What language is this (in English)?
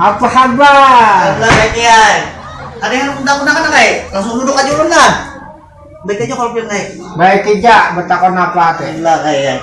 Banjar